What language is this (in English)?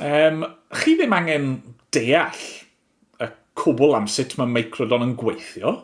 Welsh